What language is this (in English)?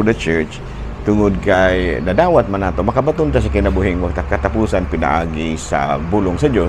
Cebuano